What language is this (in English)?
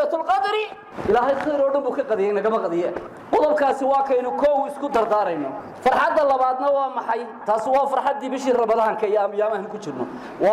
Somali